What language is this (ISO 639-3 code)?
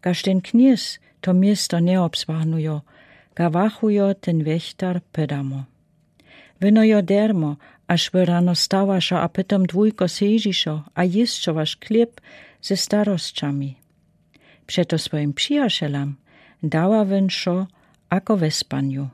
dsb